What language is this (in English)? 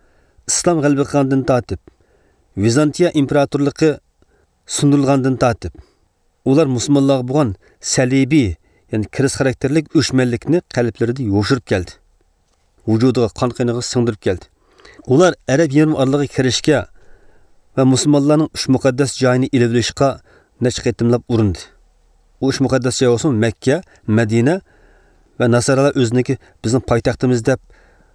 Uyghur